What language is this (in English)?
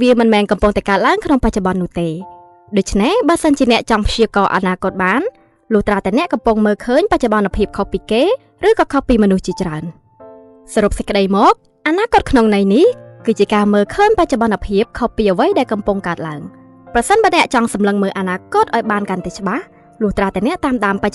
Khmer